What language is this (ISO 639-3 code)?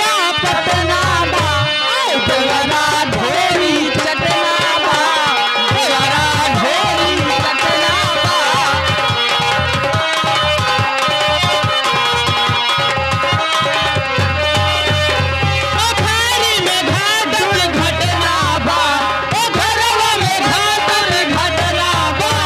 bho